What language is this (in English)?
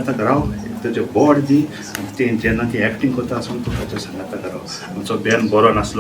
Konkani